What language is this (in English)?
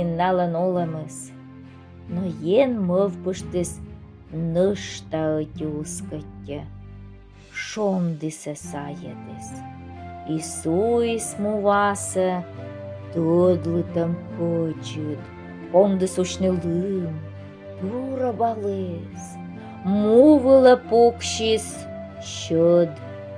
Komi